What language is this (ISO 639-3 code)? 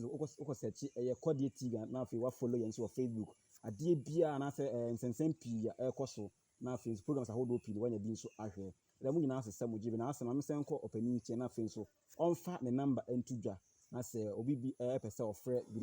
aka